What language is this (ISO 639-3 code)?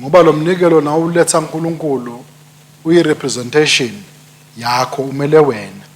ssw